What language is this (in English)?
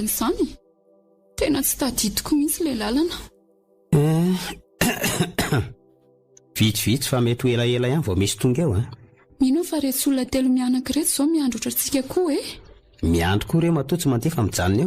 Malagasy